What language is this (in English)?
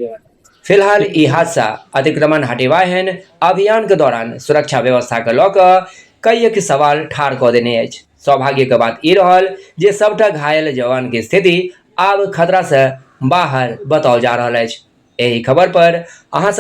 Maithili